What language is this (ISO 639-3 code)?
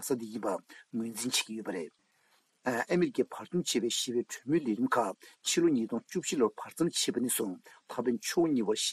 bod